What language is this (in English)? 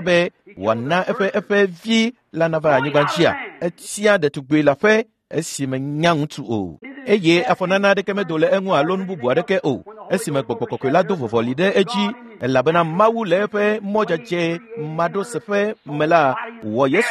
Ewe